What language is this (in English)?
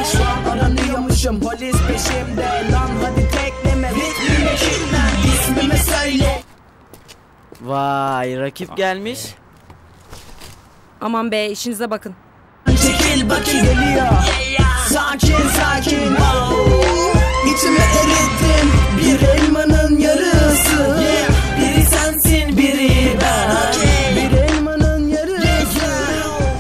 Turkish